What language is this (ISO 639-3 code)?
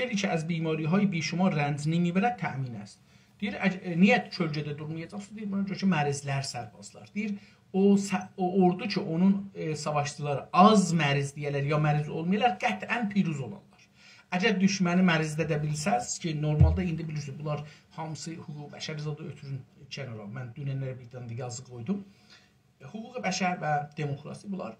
azb